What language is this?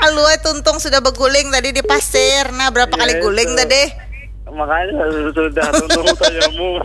Banjar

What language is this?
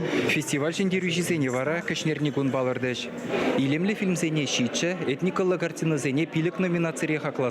Chuvash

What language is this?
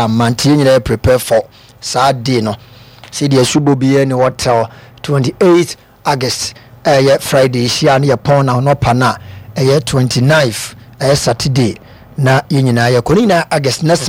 Akan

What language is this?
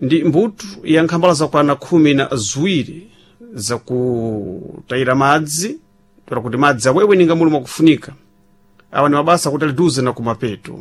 Sena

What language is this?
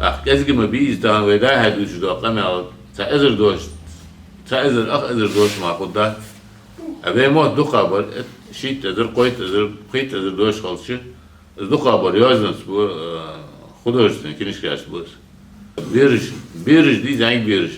Ingush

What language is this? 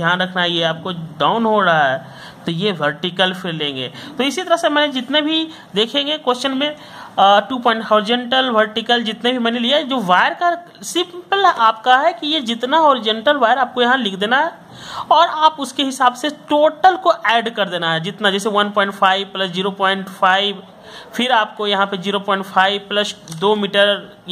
Hindi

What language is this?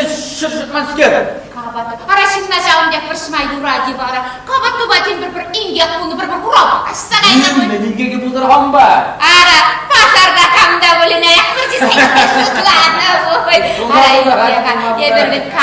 Chuvash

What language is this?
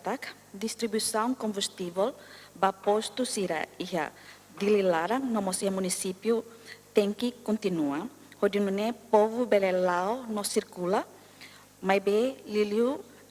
Tetum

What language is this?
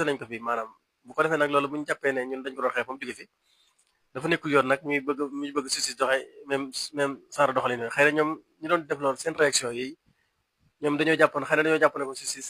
Wolof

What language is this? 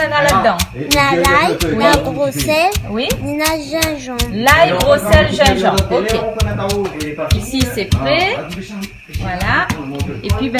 Réunion Creole French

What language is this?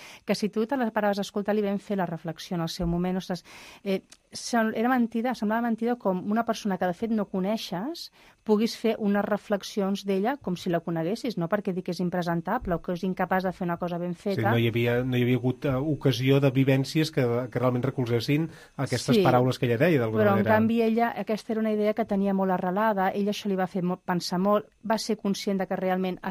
Catalan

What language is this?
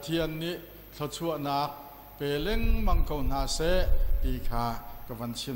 Hakha Chin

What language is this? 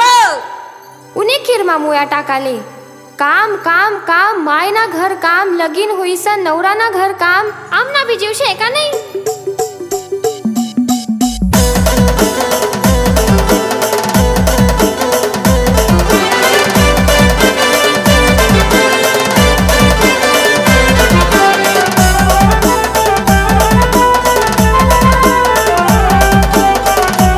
Ahirani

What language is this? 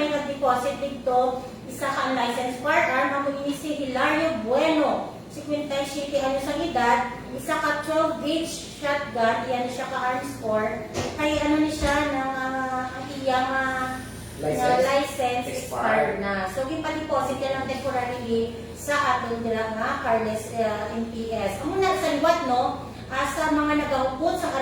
Hiligaynon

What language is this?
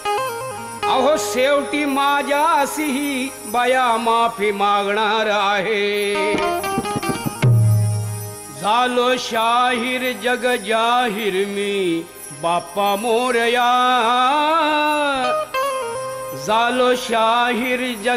Marathi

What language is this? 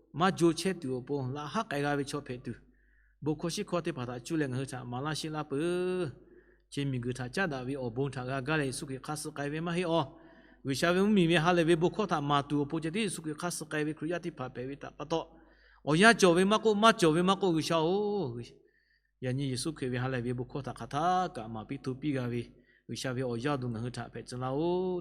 Lahu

